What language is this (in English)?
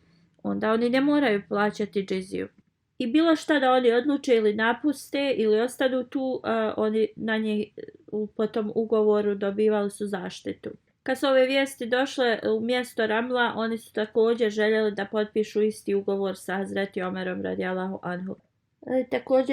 Bosnian